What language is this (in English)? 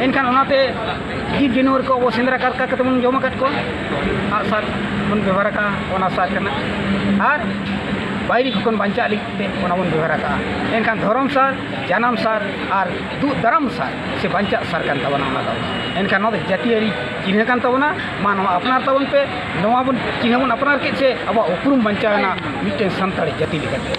Santali